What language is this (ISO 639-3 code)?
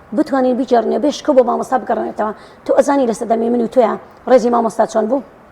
ckb